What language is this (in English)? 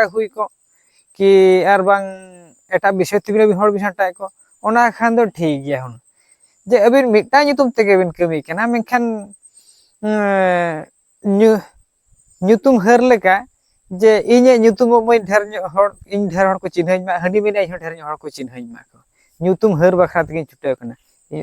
Santali